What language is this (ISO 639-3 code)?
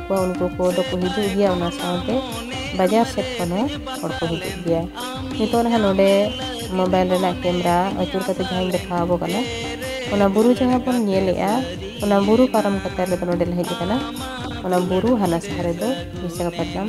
sat